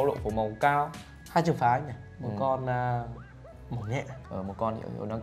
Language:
Vietnamese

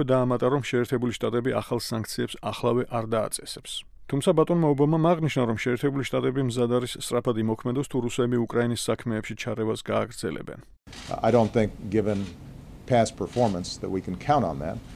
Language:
Georgian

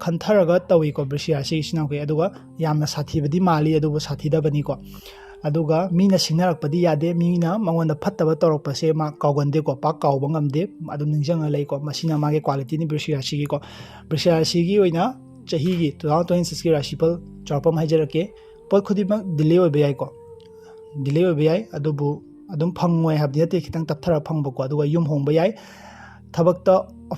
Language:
Manipuri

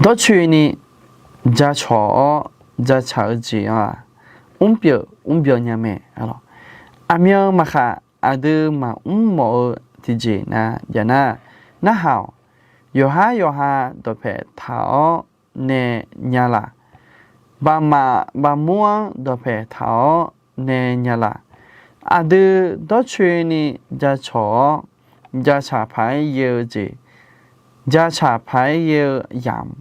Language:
Akha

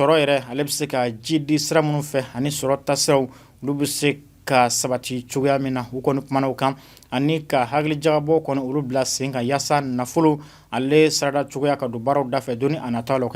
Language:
Bambara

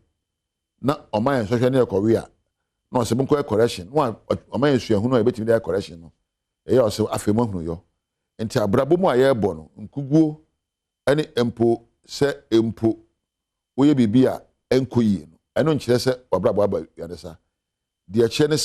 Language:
Akan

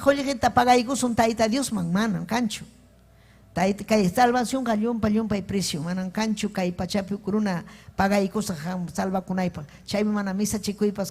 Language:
Ayacucho Quechua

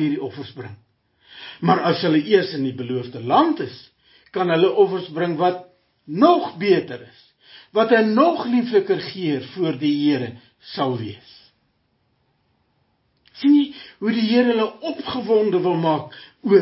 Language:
Afrikaans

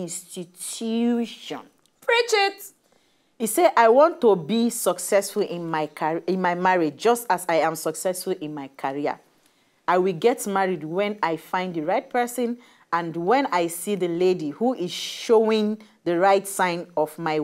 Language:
Nigerian Pidgin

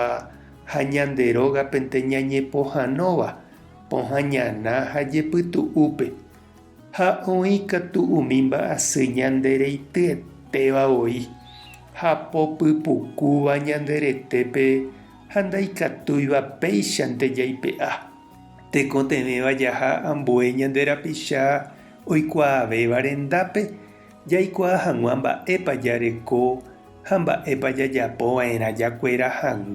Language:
Guarani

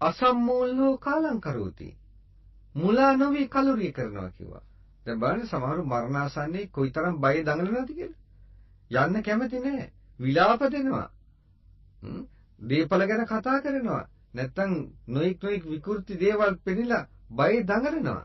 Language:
Sinhala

